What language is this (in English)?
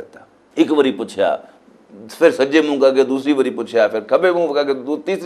Western Panjabi